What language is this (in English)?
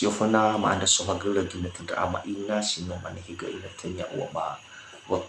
Nias